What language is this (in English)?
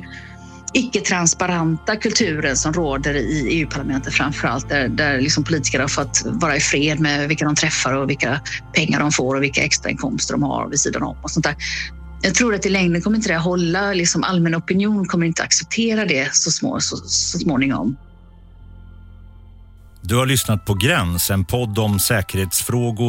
Swedish